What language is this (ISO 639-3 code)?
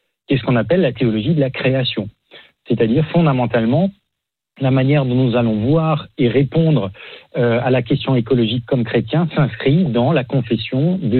fra